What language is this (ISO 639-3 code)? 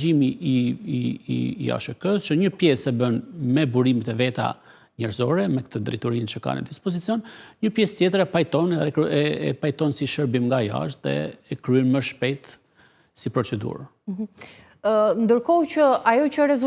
sqi